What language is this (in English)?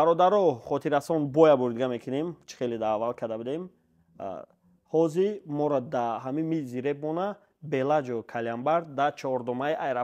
Tajik